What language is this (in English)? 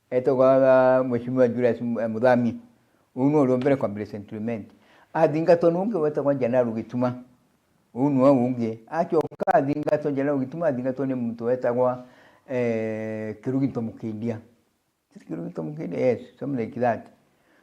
Meru